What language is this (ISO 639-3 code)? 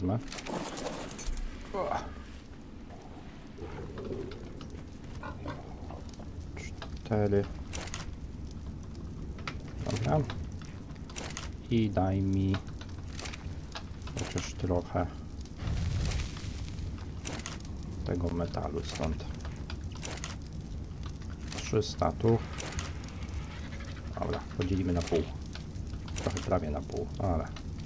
pol